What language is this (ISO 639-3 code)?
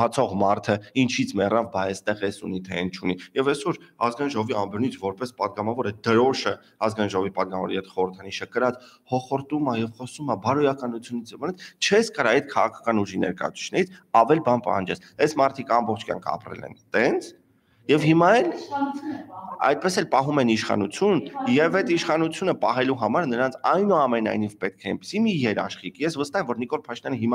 hye